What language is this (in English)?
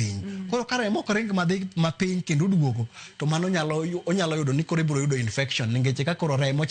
Luo (Kenya and Tanzania)